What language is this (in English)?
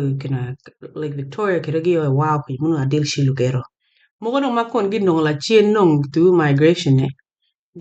Acoli